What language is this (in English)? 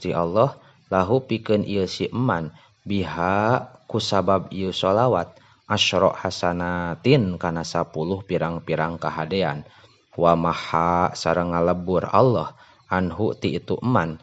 Sundanese